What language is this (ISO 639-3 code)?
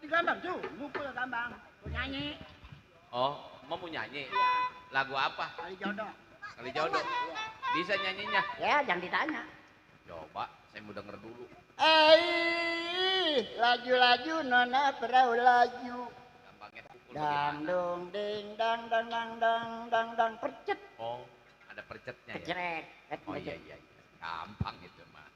bew